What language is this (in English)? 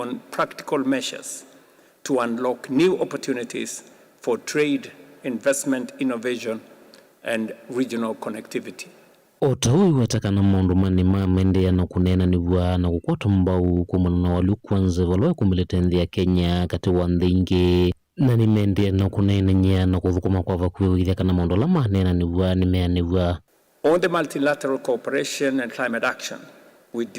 Kamba